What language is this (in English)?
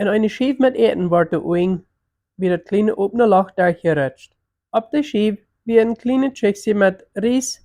Plautdietsch